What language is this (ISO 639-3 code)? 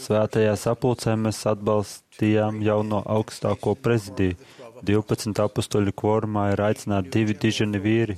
lav